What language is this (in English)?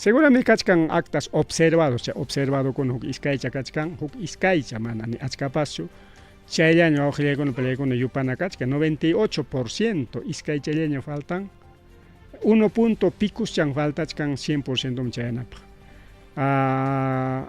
Ayacucho Quechua